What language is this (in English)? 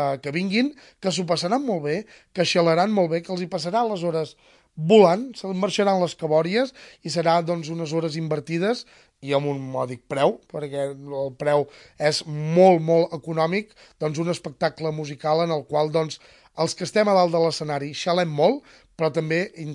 Catalan